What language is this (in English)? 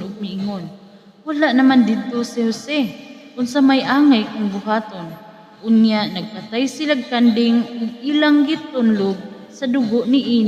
Cebuano